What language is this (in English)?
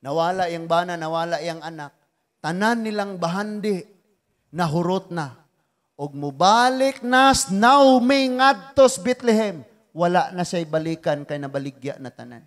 Cebuano